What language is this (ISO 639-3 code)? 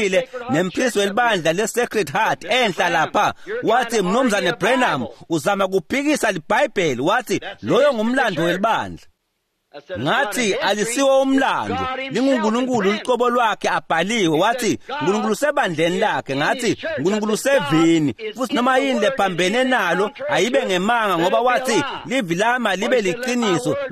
ssw